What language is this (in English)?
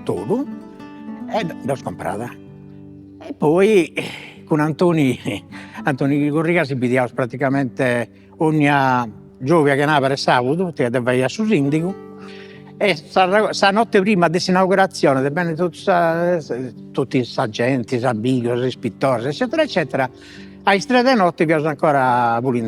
Sardinian